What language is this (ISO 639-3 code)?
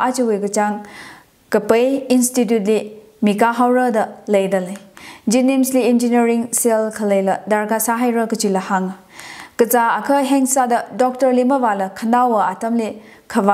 nmf